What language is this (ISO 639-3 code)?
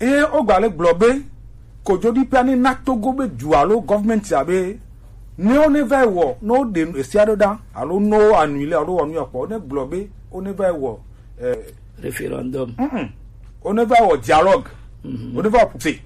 gej